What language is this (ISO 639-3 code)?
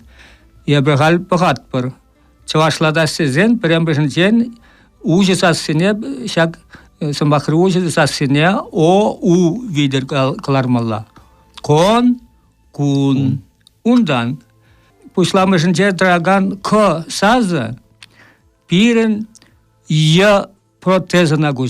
chv